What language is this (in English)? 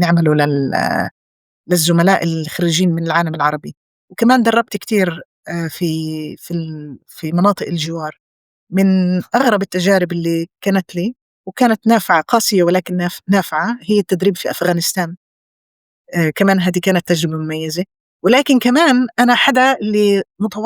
North Levantine Arabic